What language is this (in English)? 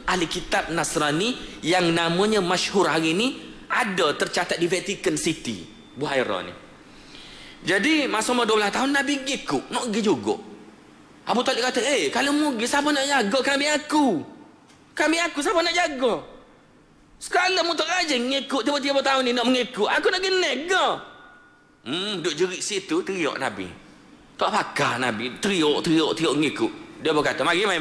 Malay